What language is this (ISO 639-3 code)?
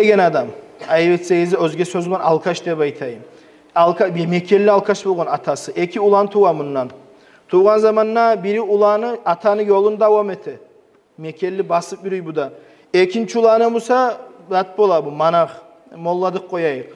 kum